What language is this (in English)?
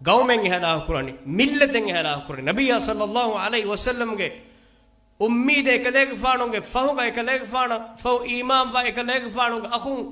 Divehi